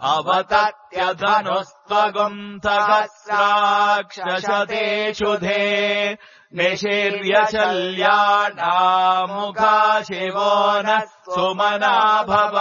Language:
Sanskrit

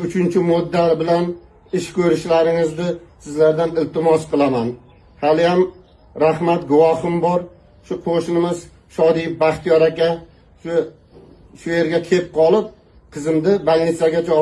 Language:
Uzbek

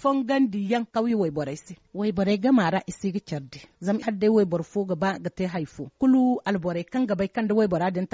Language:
Zarma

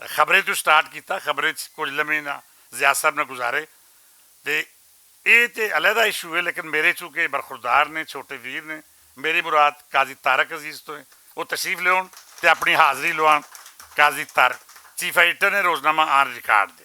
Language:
Western Panjabi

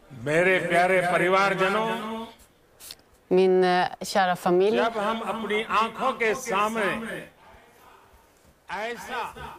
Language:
Swedish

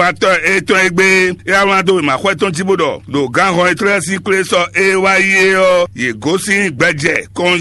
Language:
Fon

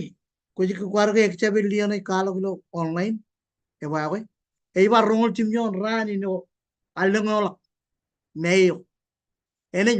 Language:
Marshallese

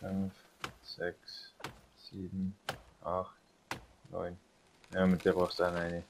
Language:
Bavarian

